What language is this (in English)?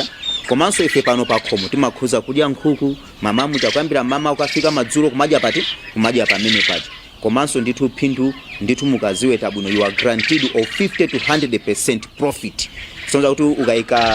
Nyanja